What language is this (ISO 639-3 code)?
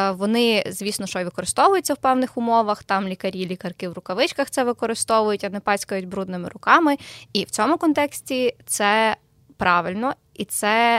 ukr